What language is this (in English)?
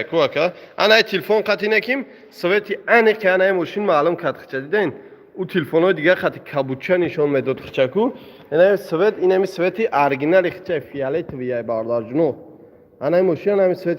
Tajik